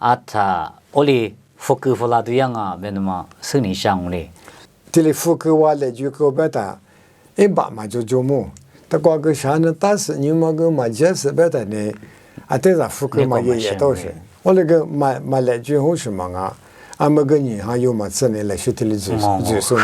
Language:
Lisu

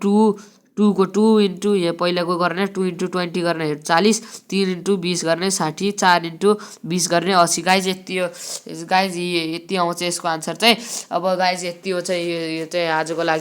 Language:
Nepali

